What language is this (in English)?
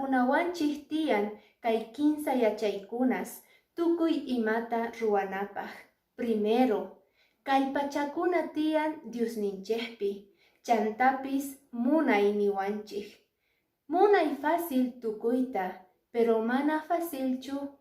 Quechua